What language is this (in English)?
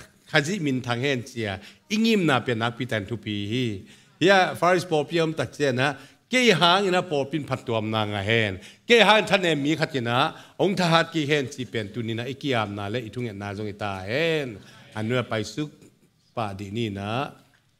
Tedim Chin